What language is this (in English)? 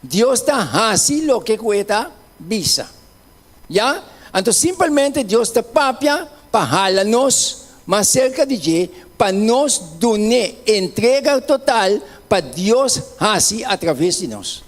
Papiamento